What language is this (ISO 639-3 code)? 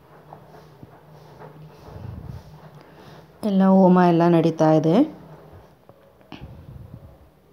kan